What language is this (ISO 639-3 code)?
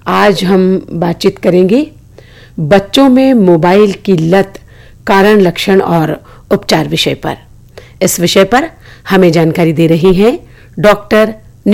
hin